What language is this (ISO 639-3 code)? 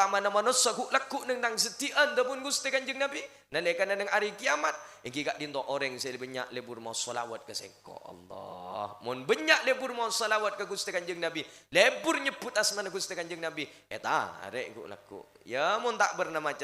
mad